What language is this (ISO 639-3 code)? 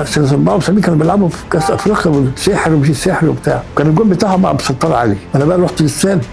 arz